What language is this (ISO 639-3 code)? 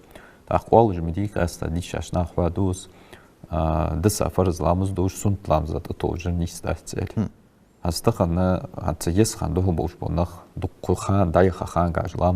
inh